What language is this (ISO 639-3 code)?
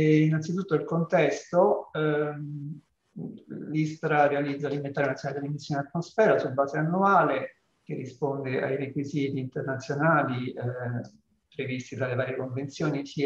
ita